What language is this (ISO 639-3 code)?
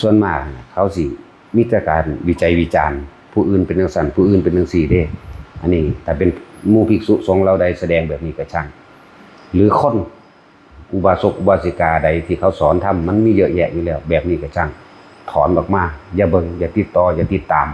tts